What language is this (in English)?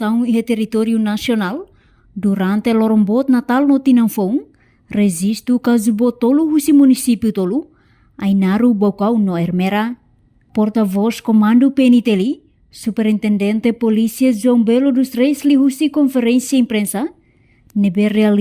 Tetum